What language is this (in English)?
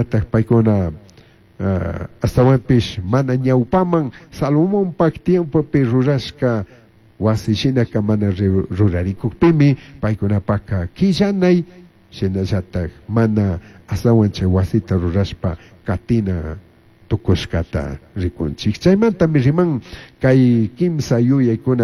Chimborazo Highland Quichua